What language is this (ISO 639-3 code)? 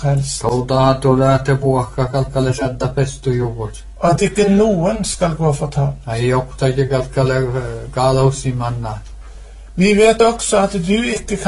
nor